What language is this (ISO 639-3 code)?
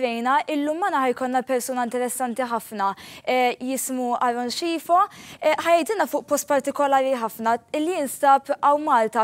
mlt